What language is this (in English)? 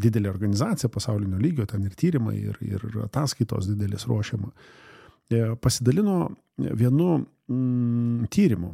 Lithuanian